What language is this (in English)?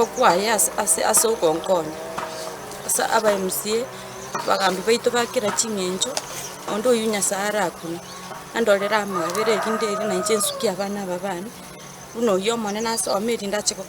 Gusii